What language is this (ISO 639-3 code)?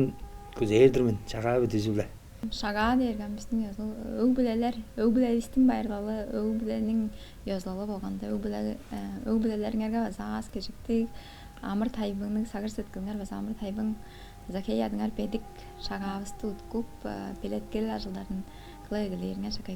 tyv